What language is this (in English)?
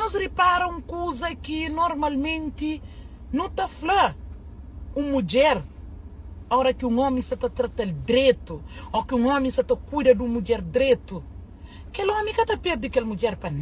Kabuverdianu